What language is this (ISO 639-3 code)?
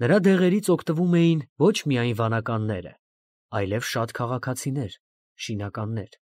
hye